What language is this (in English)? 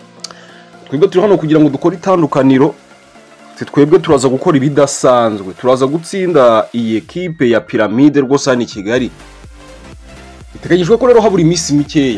Kinyarwanda